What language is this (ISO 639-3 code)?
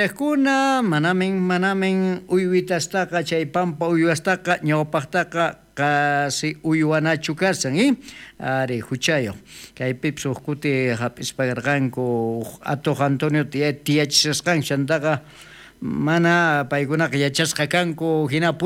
quh